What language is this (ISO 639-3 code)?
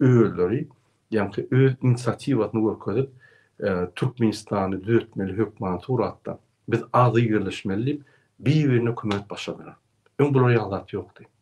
tuk